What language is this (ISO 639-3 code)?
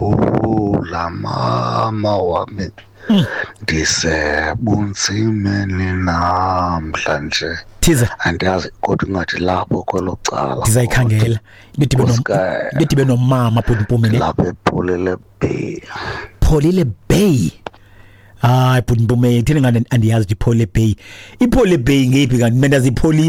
xho